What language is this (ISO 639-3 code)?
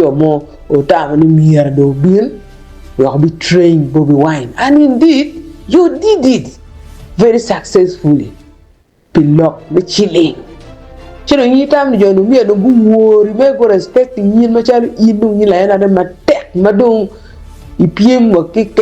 ach